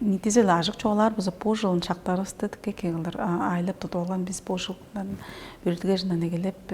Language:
Tuvinian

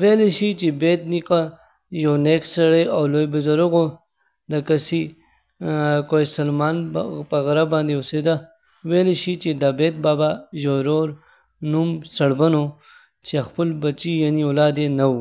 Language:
Pashto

